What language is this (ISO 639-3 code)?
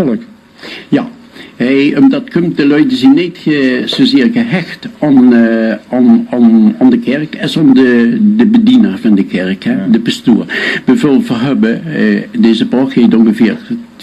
lim